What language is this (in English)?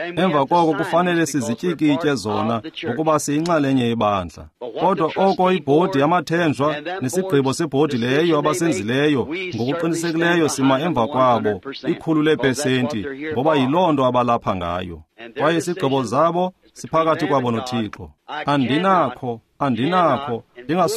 Xhosa